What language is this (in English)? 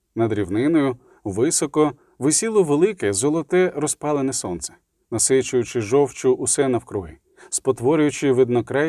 Ukrainian